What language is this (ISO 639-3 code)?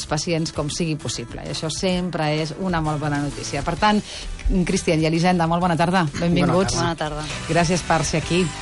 cat